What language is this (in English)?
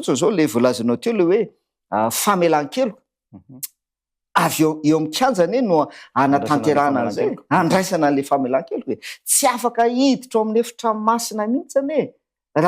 Malagasy